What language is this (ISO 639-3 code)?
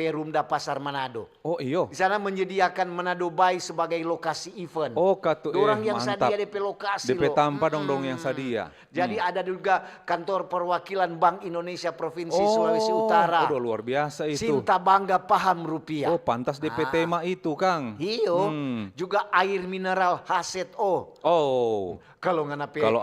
xmm